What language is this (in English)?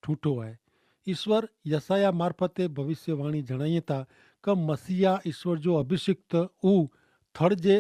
Kachhi